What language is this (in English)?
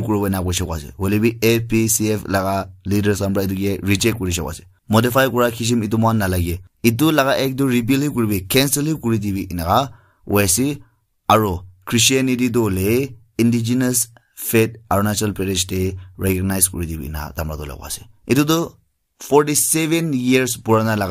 Naga Pidgin